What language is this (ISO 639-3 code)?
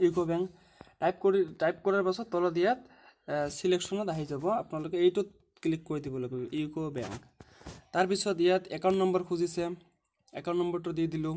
asm